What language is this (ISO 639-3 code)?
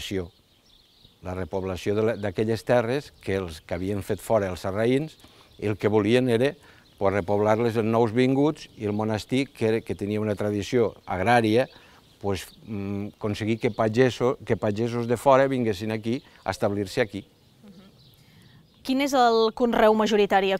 cat